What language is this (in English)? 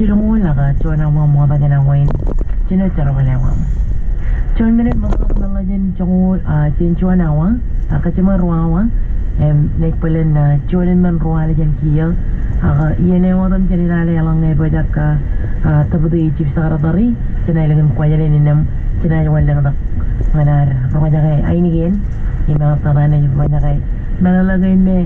Marshallese